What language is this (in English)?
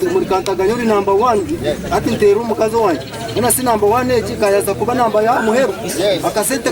Nyankole